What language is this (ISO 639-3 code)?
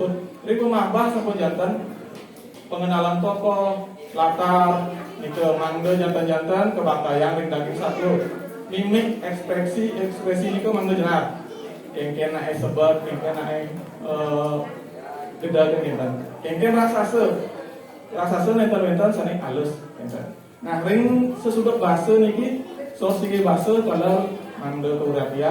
ban